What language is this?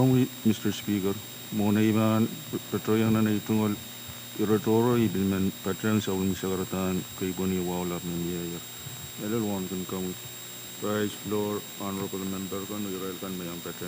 Pohnpeian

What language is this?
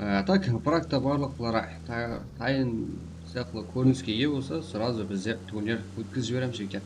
Kara-Kalpak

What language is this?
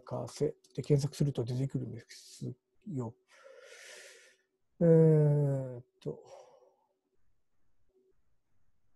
Japanese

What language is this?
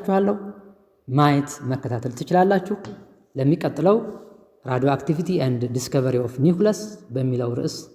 Amharic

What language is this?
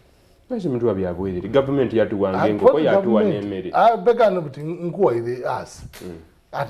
Soga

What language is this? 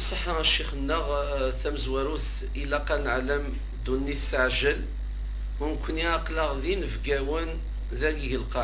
Kabyle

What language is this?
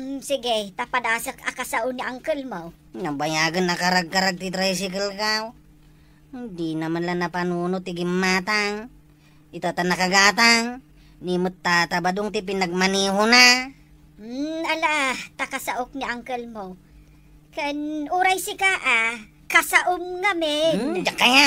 Iloko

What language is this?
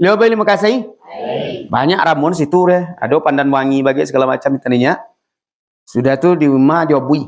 Minangkabau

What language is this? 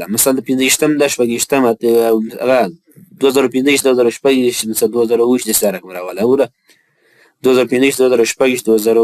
Pashto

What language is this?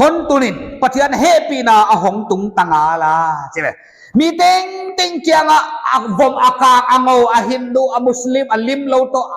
Paite Chin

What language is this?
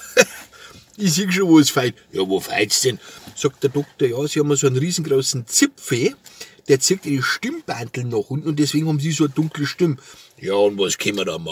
Bavarian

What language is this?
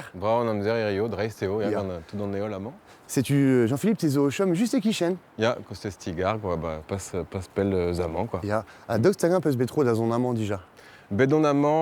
Breton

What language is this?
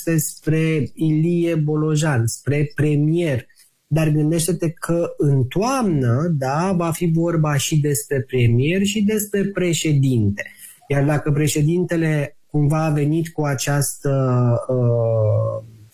Romanian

